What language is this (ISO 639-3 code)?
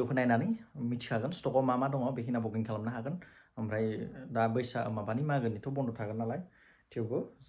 brx